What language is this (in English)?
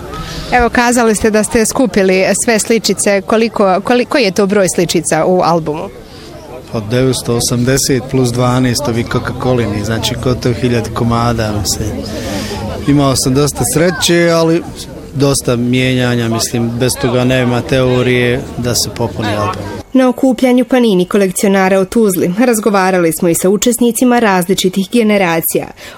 Bosnian